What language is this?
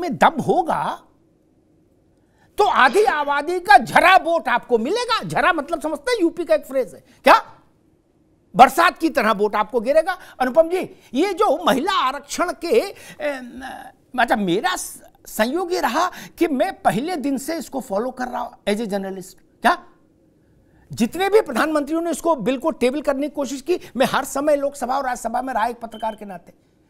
Hindi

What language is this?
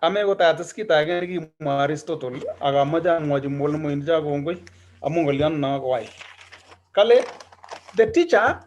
Kalenjin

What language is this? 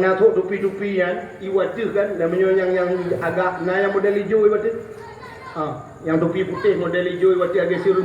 Achinese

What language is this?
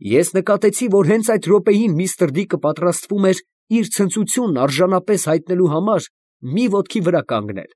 Armenian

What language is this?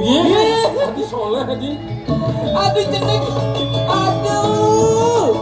Balinese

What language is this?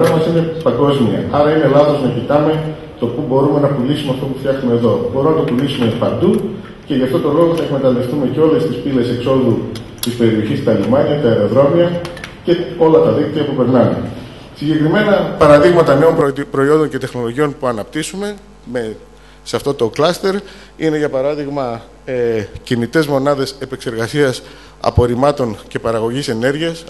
Greek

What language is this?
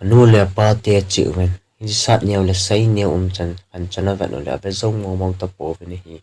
Thado Chin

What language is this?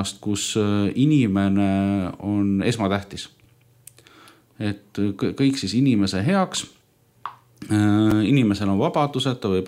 Estonian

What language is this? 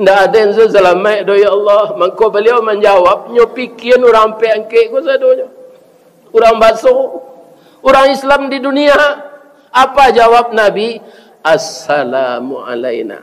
Minangkabau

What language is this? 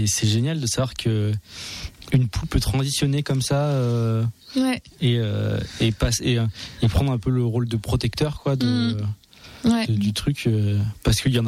French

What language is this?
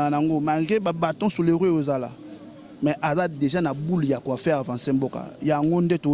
Lingala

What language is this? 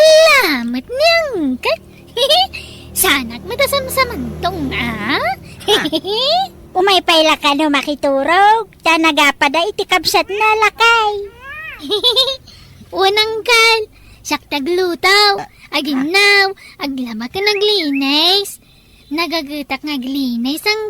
Iloko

